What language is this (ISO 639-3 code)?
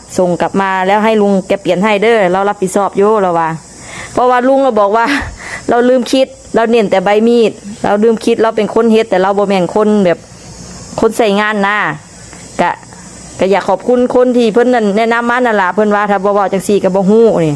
tts